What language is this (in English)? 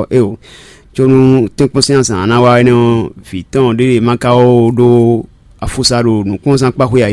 Fon